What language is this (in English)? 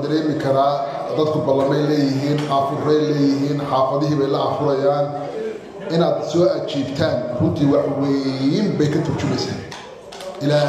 Somali